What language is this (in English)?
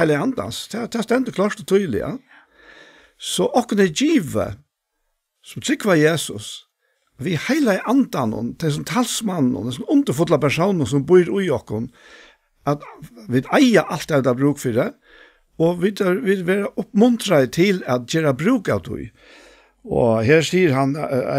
Faroese